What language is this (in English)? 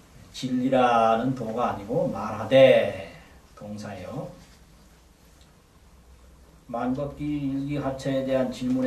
Korean